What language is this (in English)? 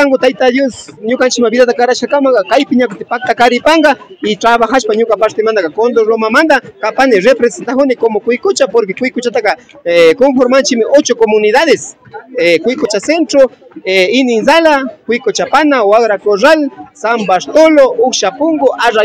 Imbabura Highland Quichua